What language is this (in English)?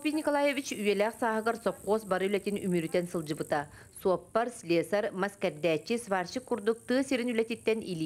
Yakut